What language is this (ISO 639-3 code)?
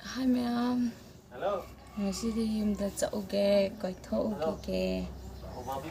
mni